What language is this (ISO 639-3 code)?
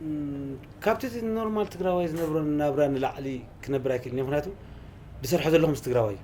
tir